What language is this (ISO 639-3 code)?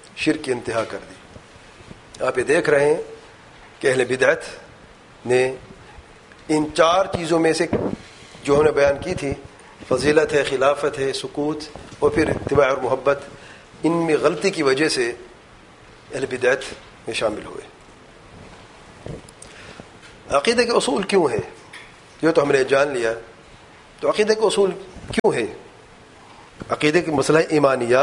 urd